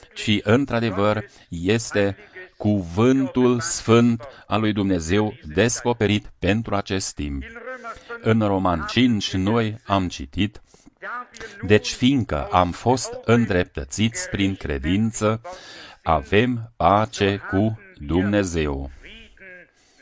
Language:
Romanian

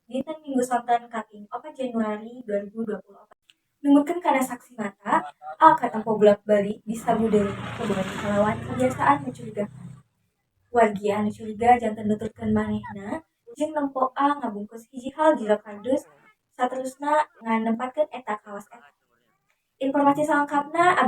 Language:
Sundanese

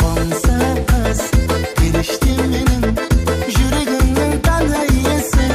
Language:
Kara-Kalpak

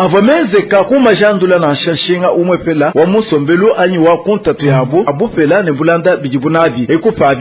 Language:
Luba-Lulua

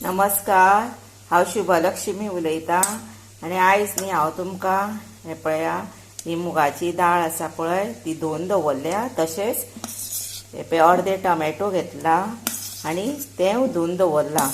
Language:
Konkani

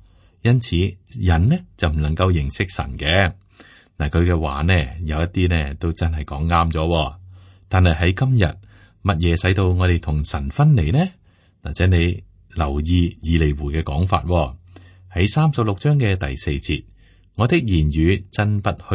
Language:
Cantonese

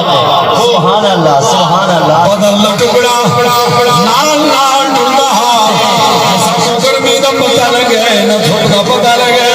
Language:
Saraiki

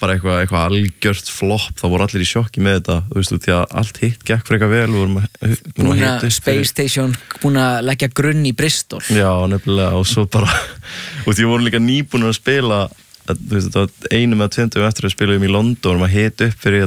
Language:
Icelandic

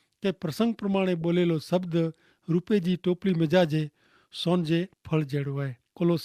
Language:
Kachhi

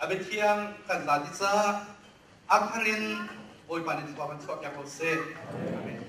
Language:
Hakha Chin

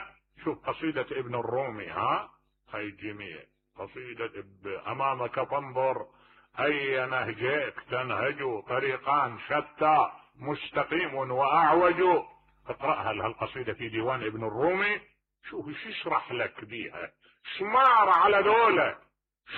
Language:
Mesopotamian Arabic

